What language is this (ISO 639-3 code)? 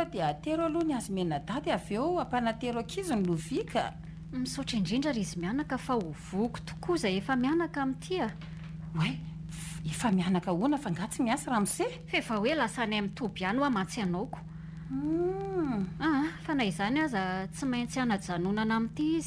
mlg